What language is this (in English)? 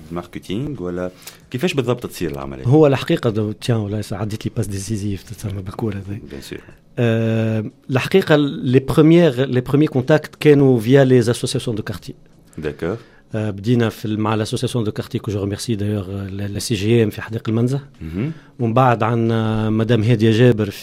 Tunisian Arabic